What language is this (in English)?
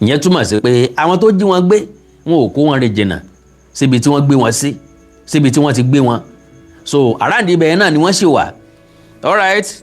Yoruba